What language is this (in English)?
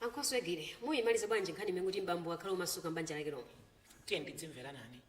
Nyanja